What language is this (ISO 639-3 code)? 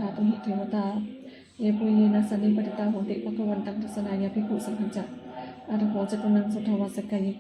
pli